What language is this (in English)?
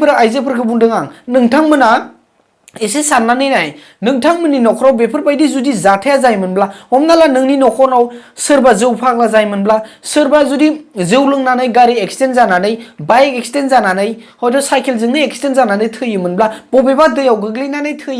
Bodo